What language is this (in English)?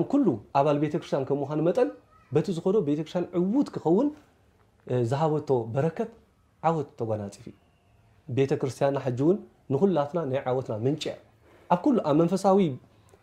Tigrinya